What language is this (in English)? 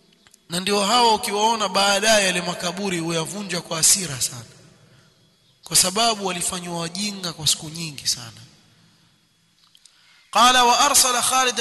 Swahili